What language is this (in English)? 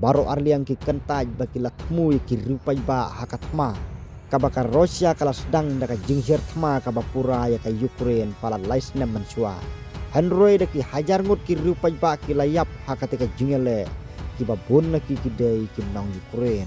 Khasi